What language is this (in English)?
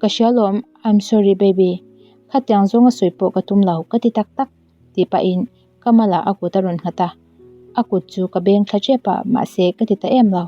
Mizo